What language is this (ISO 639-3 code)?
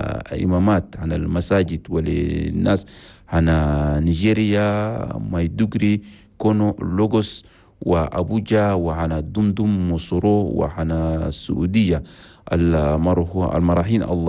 shu